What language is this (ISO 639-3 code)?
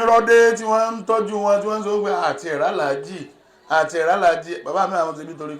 yor